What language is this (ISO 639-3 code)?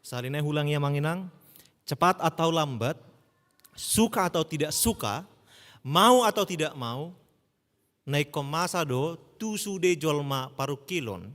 bbc